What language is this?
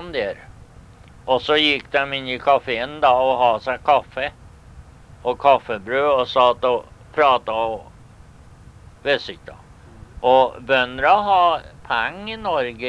Norwegian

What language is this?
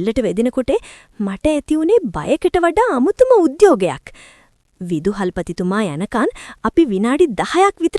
Sinhala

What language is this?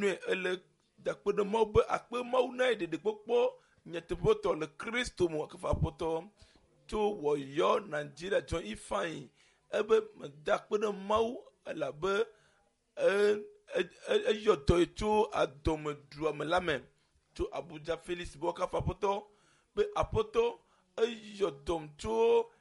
Ewe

